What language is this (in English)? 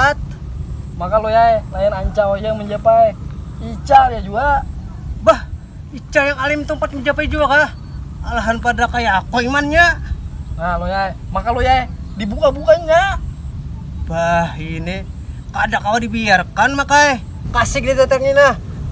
Banjar